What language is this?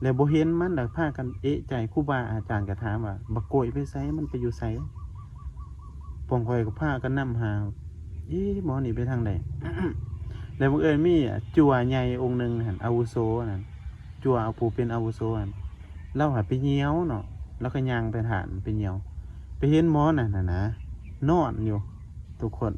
Northeastern Thai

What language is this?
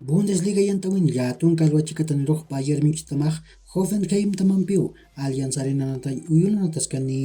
Aymara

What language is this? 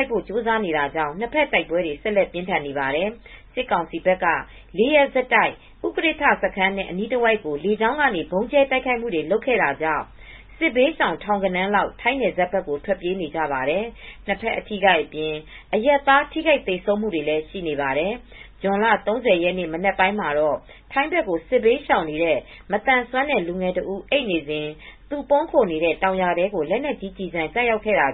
Burmese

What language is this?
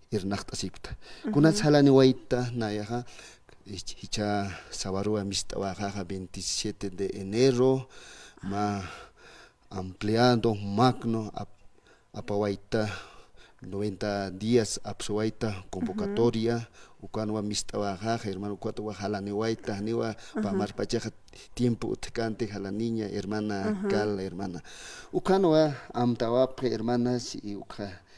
Aymara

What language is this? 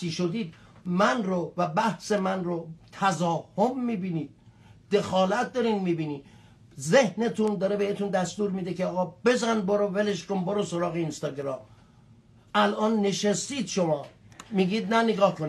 Persian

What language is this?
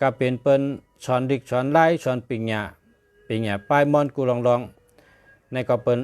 Shan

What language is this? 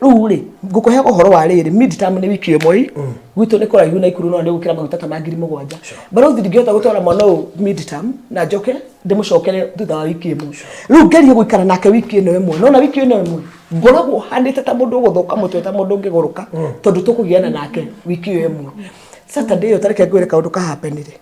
Kikuyu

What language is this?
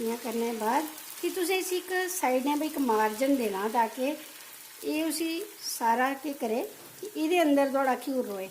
Dogri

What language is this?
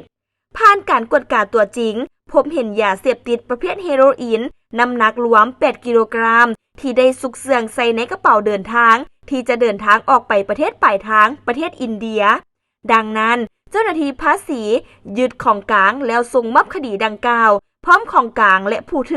Lao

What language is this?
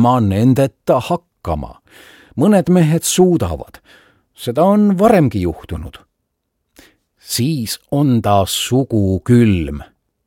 Estonian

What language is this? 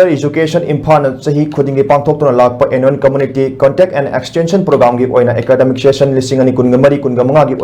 Manipuri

